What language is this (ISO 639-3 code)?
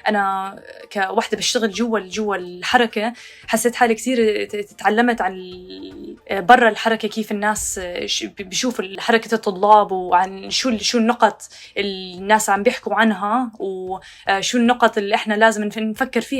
apc